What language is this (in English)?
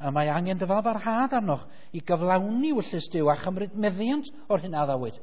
Welsh